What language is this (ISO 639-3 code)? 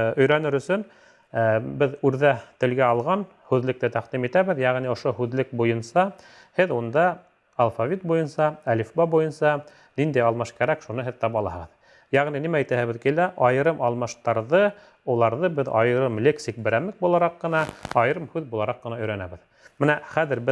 bak